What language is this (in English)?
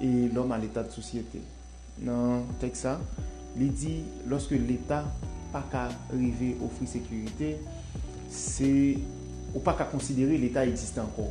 Haitian Creole